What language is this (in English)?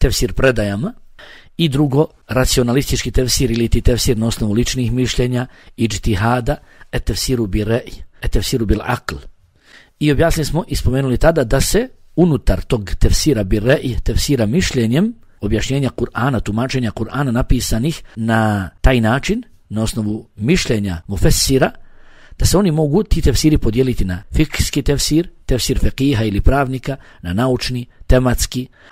Bosnian